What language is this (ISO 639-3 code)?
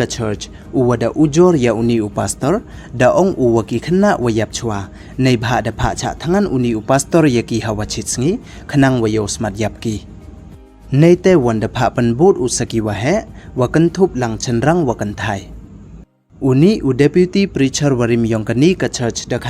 pbv